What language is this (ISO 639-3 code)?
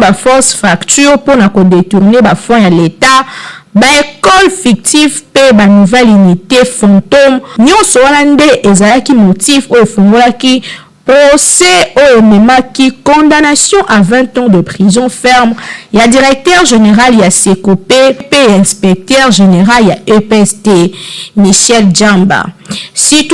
lin